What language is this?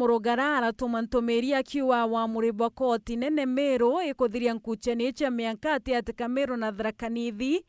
Meru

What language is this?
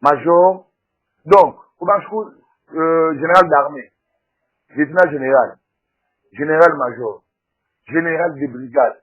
Luba-Lulua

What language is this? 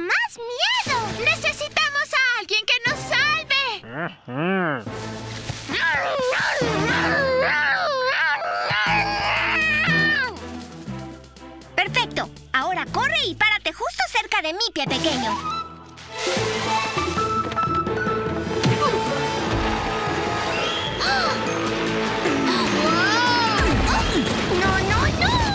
Spanish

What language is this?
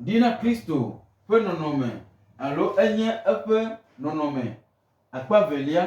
Gen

